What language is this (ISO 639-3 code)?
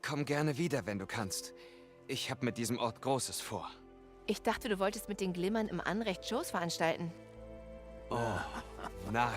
bar